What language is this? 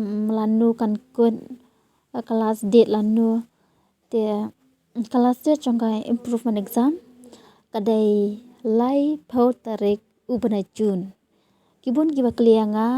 Khasi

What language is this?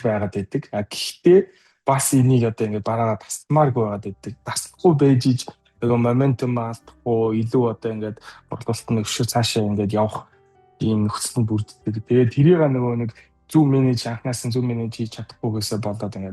Mongolian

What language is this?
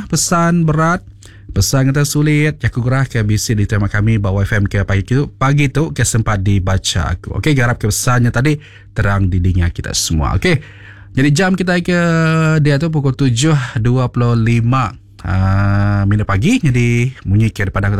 Iban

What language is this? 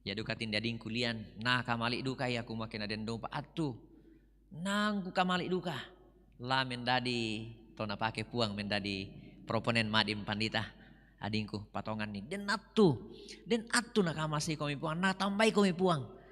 Toraja-Sa'dan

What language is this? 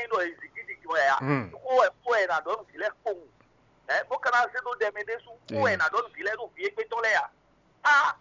Fon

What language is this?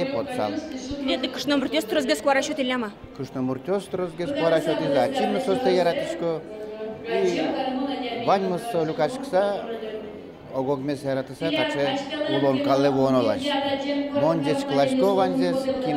Udmurt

